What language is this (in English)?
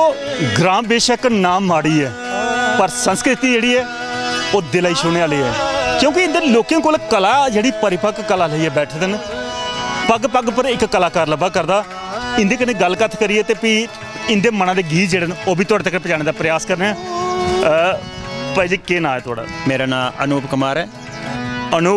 Dogri